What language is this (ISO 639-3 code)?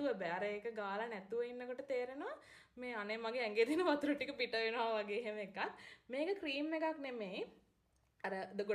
sin